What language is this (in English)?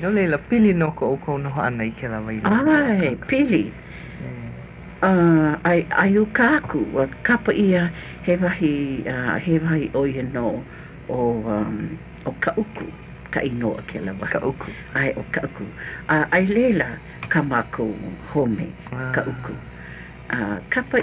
Hawaiian